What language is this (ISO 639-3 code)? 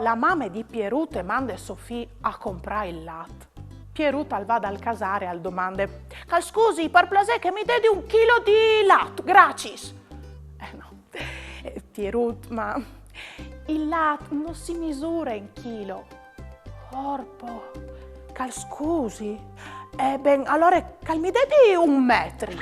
fur